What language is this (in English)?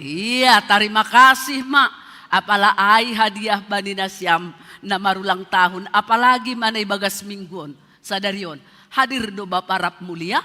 Batak Simalungun